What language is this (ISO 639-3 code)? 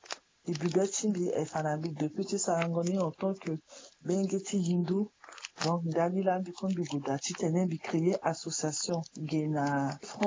sag